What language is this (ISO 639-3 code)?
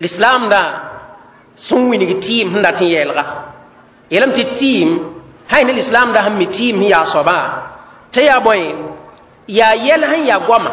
mos